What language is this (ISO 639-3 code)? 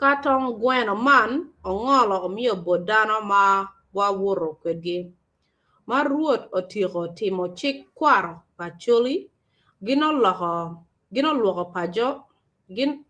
ach